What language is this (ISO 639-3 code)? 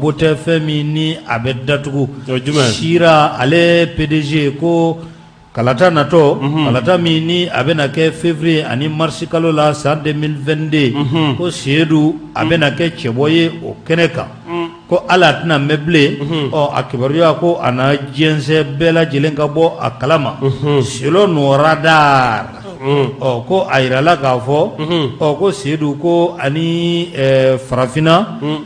bam